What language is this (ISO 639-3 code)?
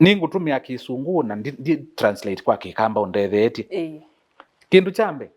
kam